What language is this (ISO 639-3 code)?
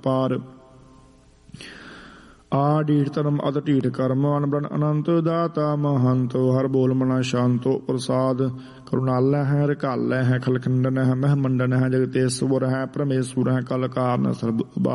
pan